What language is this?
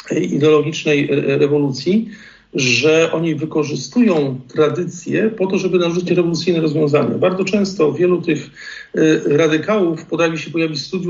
Polish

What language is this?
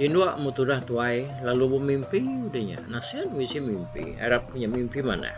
Iban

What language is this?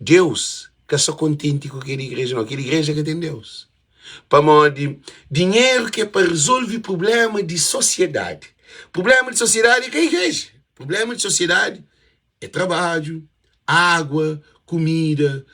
Kabuverdianu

